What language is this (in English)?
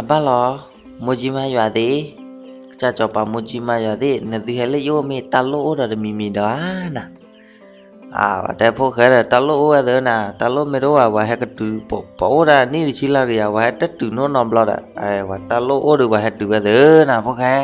S'gaw Karen